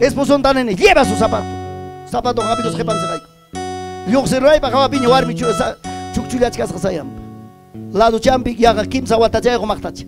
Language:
Ayacucho Quechua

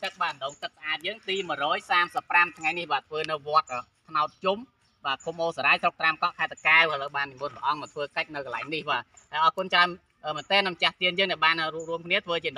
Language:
Khmer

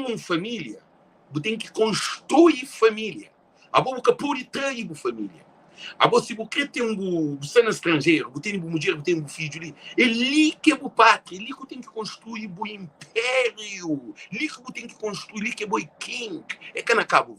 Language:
Kabuverdianu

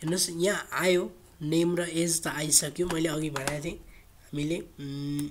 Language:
Nepali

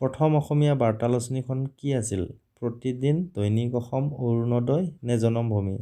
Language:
Assamese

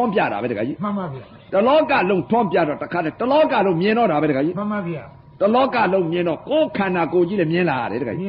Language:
Burmese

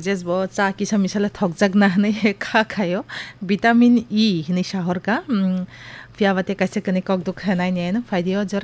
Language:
Kok Borok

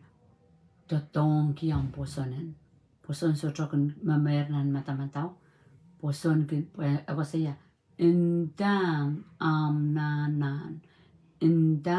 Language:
Pohnpeian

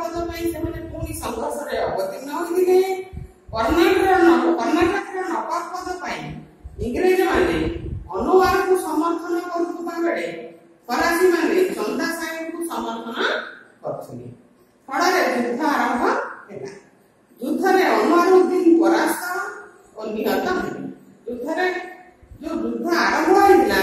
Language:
Odia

